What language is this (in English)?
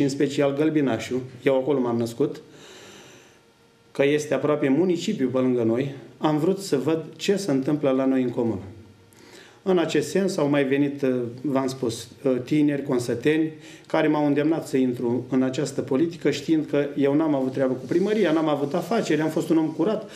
Romanian